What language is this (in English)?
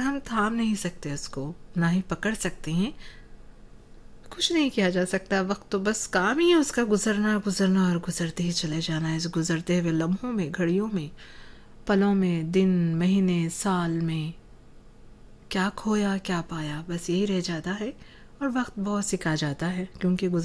Urdu